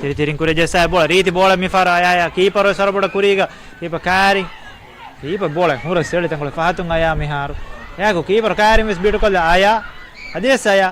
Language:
Divehi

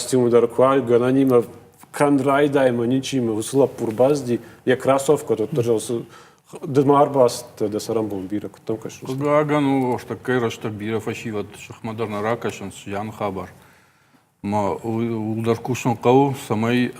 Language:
Ossetic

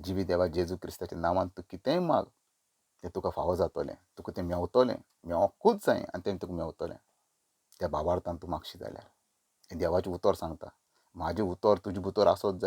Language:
Konkani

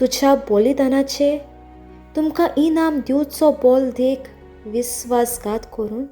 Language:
Konkani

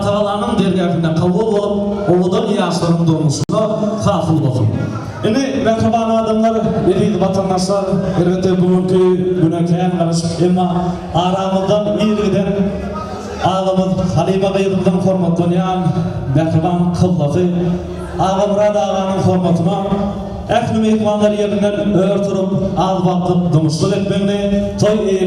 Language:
Turkmen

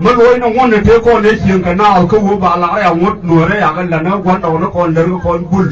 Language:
Nuer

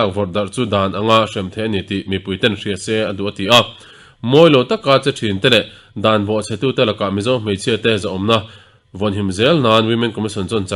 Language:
Mizo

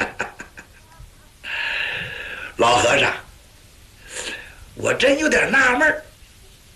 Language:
Chinese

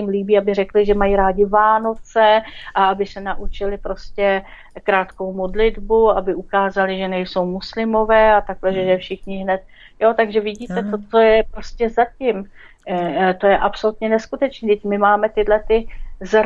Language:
Czech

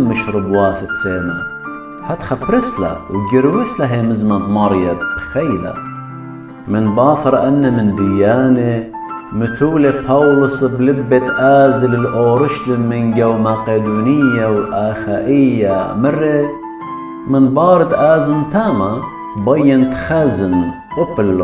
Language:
Assyrian Neo-Aramaic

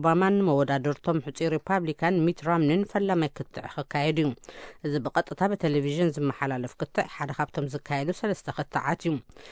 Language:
Tigrinya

